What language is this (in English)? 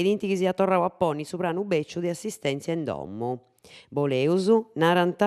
Sardinian